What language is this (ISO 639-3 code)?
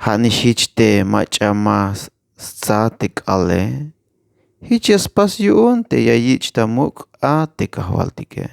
tzh